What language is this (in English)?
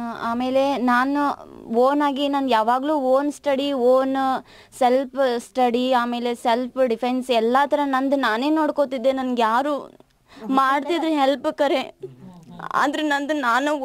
Kannada